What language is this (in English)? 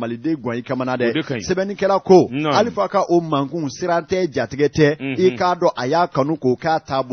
Bambara